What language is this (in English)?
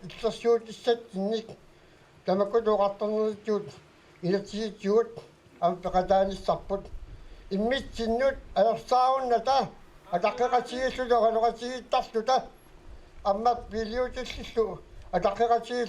Kalaallisut